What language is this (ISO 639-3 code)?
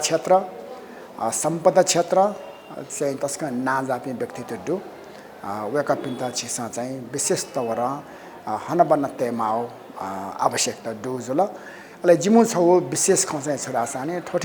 new